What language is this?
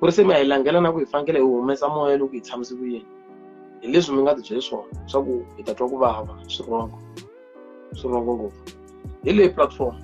Tsonga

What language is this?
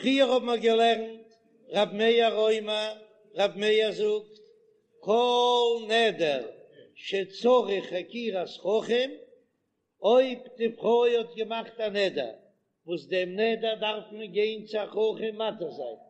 Yiddish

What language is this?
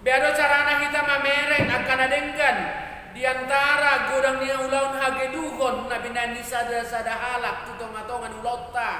Batak Toba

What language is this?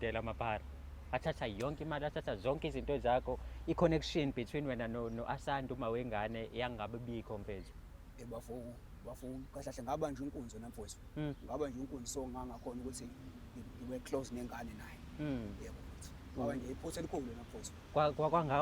Zulu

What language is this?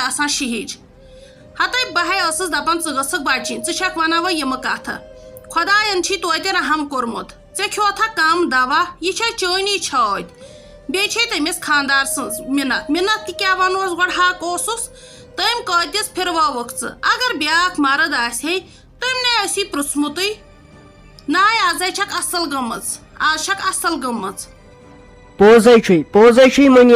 Kashmiri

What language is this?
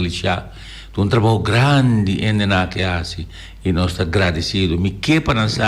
Papiamento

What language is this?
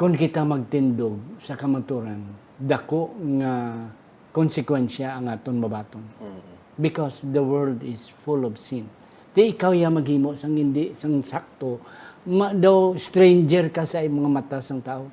Hiligaynon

